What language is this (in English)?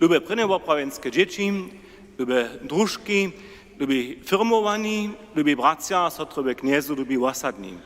Upper Sorbian